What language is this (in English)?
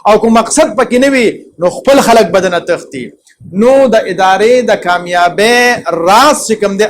Pashto